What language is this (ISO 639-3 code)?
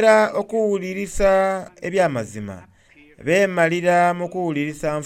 xog